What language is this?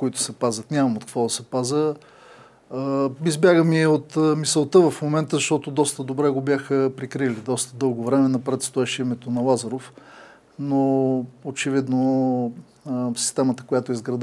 Bulgarian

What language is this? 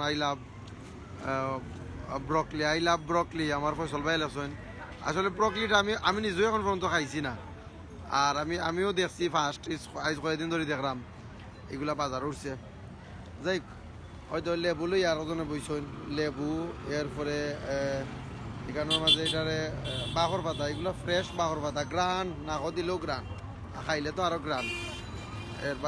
Sylheti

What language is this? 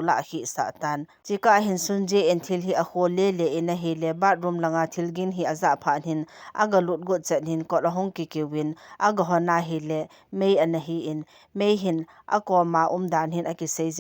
Thado Chin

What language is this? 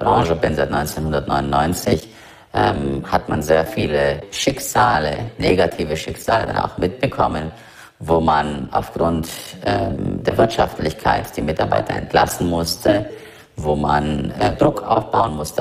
German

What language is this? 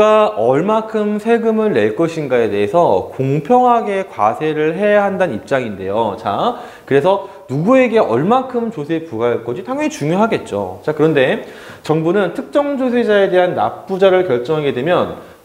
Korean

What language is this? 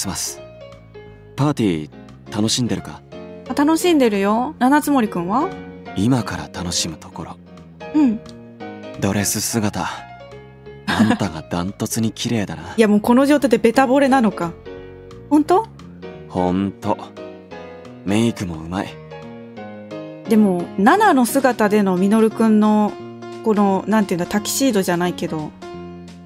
Japanese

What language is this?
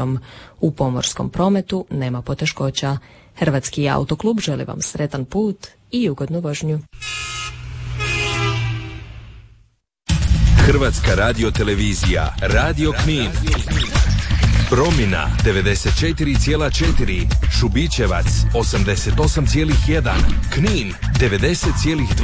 Croatian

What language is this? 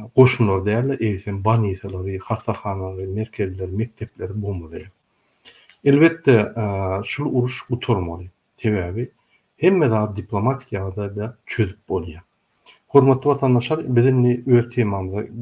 Turkmen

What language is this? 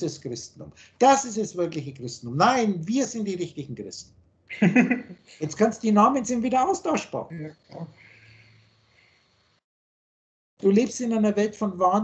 German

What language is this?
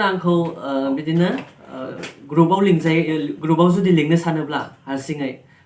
Bodo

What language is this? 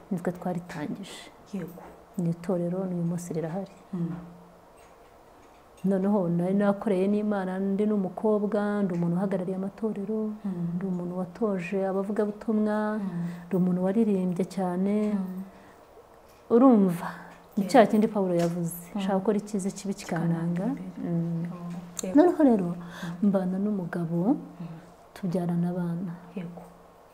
Kinyarwanda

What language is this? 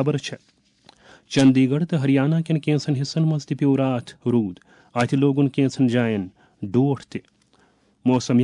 Kashmiri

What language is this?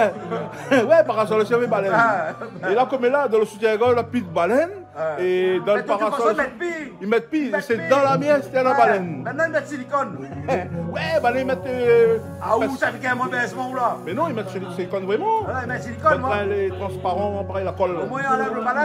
Réunion Creole French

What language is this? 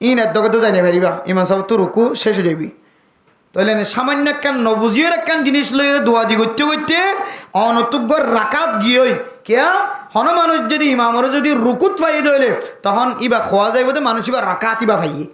Rohingya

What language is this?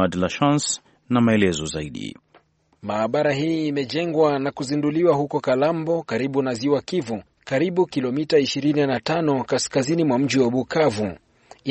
Swahili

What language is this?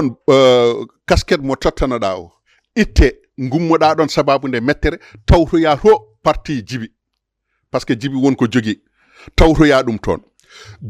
Fula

